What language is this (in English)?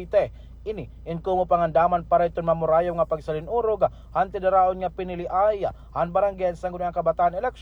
Waray